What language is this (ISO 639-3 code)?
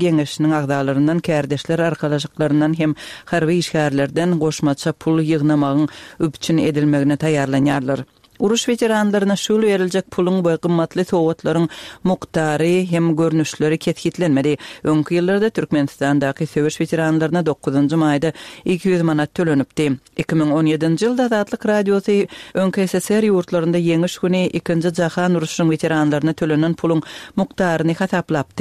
tuk